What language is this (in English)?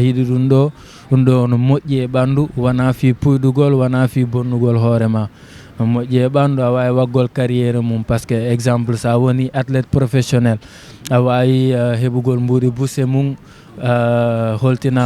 Fula